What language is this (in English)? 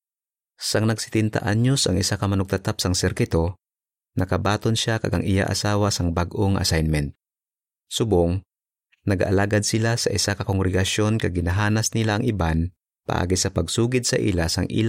Hiligaynon